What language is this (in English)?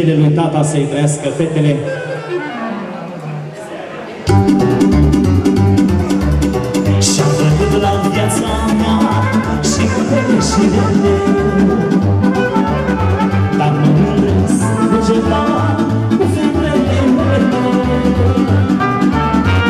Romanian